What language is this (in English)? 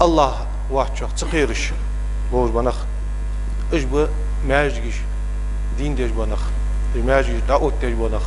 Ingush